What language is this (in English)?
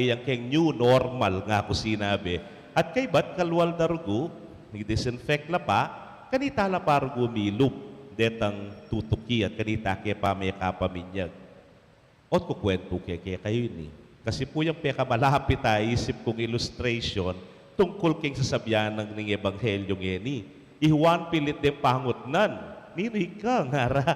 Pampanga